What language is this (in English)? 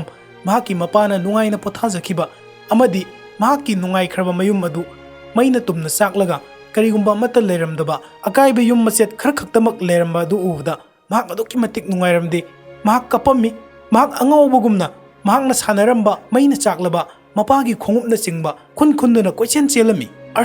Manipuri